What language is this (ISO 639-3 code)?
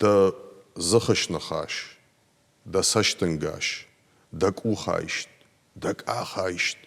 oss